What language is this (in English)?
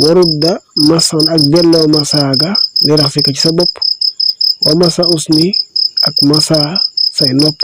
Wolof